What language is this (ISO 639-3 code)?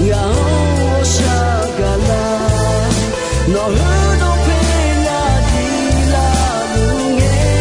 ahk